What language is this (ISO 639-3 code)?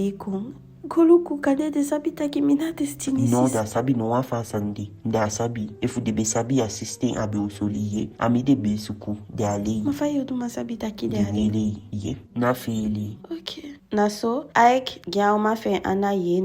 djk